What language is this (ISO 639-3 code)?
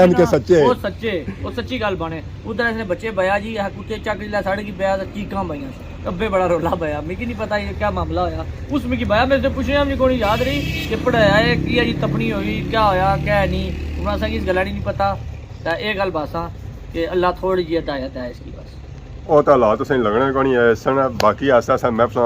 phr